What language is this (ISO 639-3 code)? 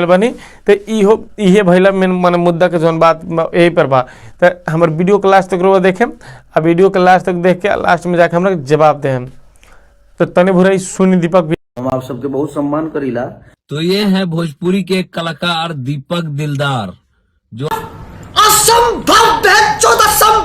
bho